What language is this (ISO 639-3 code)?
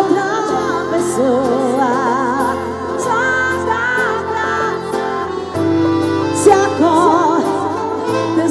por